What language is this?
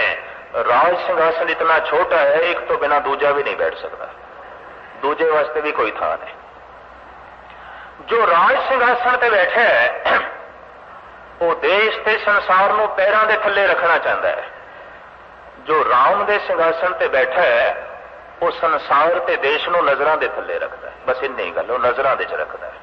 Punjabi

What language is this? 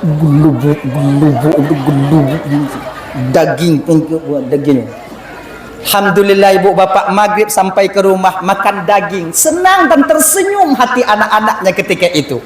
Achinese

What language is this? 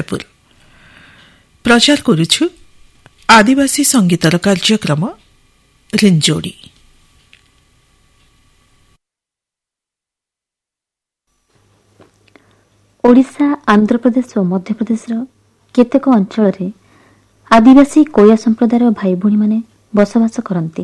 Odia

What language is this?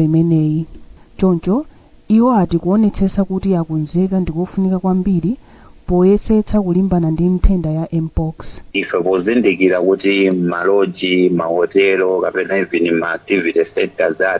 Nyanja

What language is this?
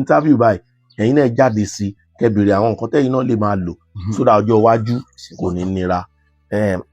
Yoruba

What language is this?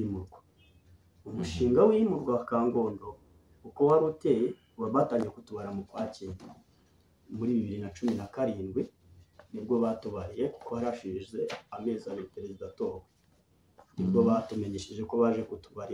Kinyarwanda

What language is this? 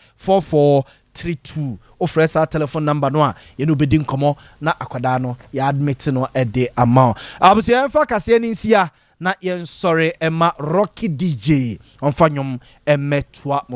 Akan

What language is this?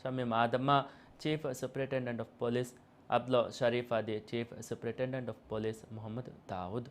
Divehi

